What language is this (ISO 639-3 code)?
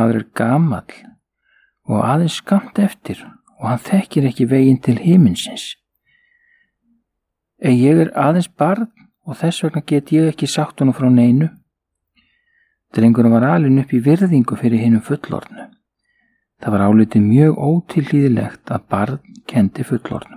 isl